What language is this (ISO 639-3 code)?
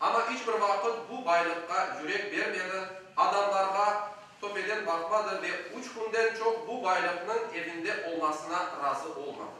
crh